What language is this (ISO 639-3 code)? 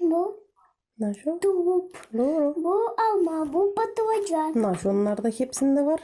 gag